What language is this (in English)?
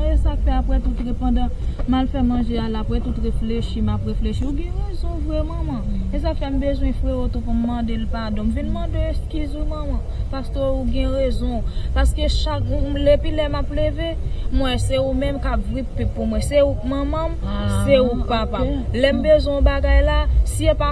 Haitian Creole